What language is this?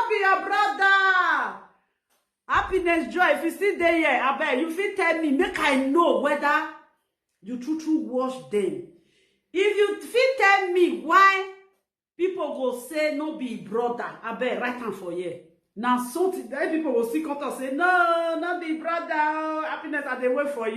Nigerian Pidgin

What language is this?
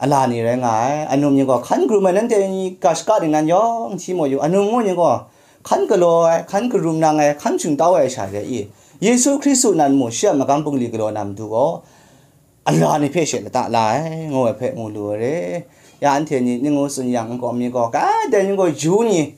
Kachin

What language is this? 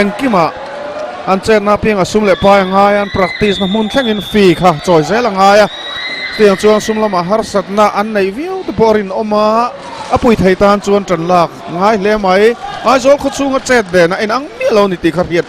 Mizo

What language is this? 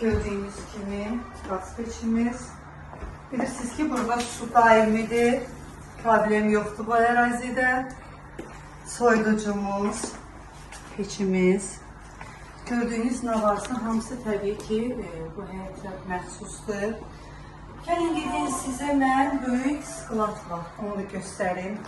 Azerbaijani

